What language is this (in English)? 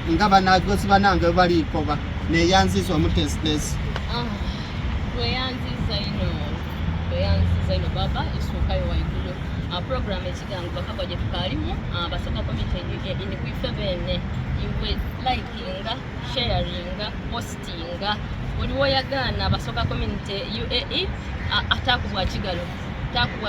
Soga